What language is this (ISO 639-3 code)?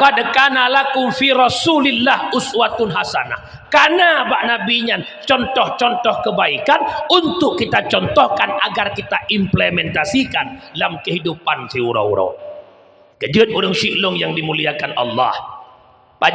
ace